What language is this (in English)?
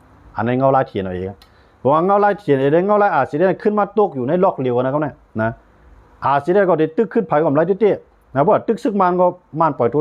Shan